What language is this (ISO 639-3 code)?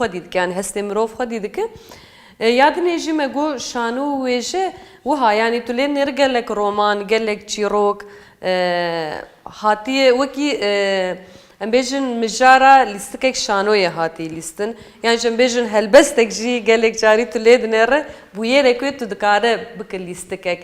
kur